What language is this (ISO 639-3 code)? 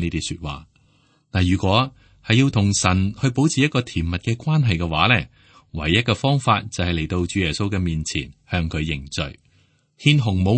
yue